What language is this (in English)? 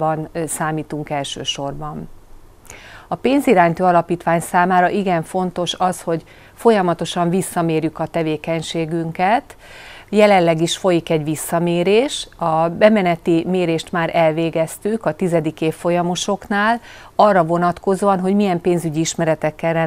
Hungarian